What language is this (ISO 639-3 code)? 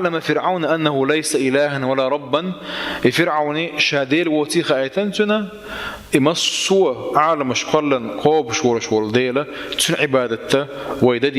che